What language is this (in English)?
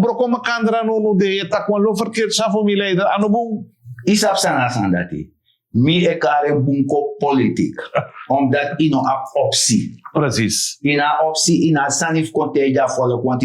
Sranan Tongo